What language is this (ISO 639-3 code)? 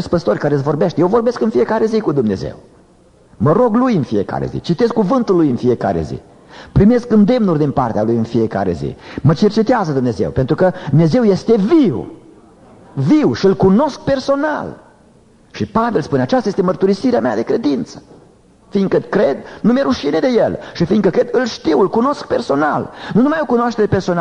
ron